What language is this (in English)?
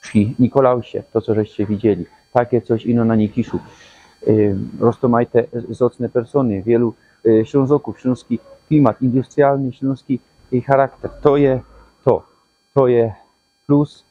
Silesian